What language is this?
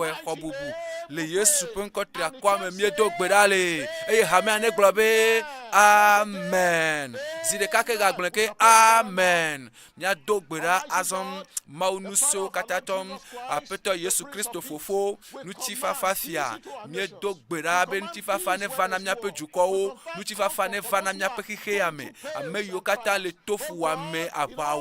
Ewe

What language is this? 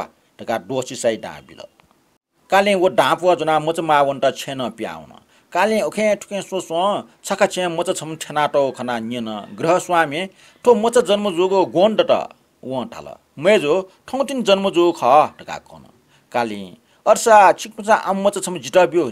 Newari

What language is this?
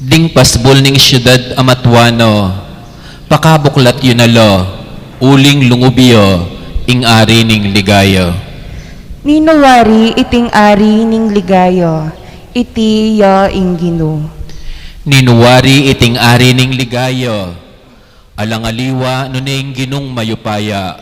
Pampanga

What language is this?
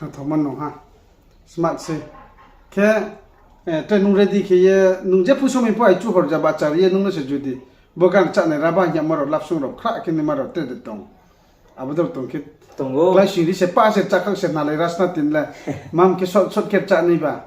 Riang (India)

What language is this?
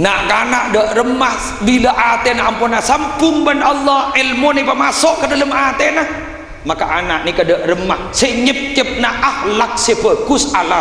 Madurese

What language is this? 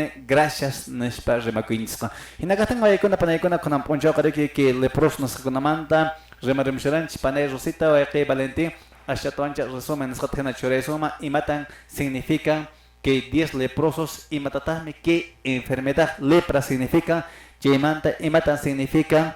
Quechua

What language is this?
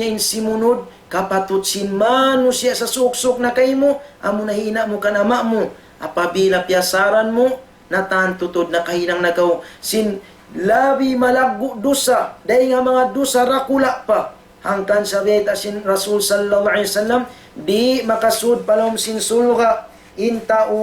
Tausug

